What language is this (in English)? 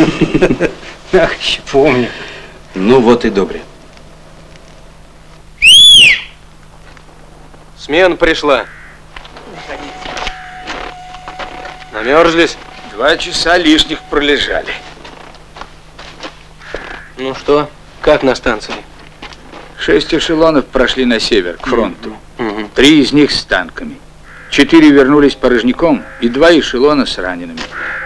Russian